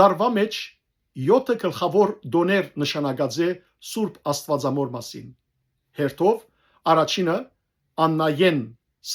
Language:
Western Armenian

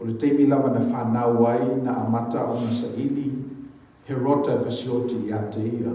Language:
Samoan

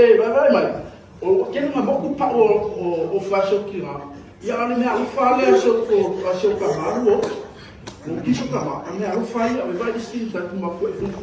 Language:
Samoan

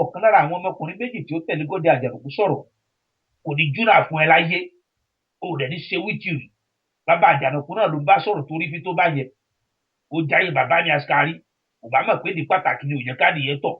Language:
Yoruba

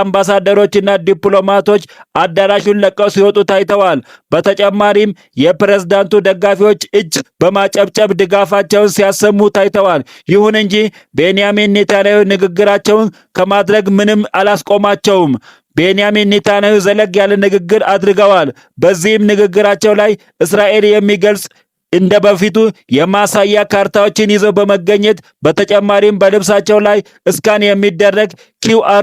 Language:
Amharic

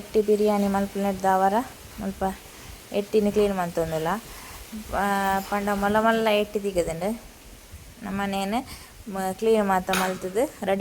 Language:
Tulu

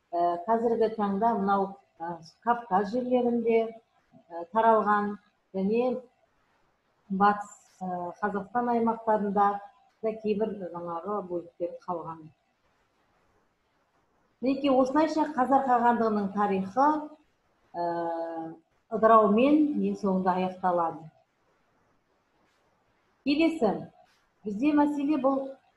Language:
Kazakh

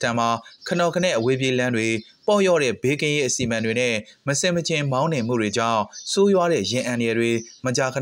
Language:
Burmese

